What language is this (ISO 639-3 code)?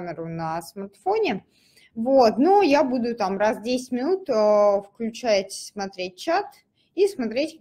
rus